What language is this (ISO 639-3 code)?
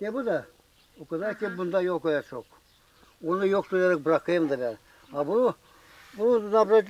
gag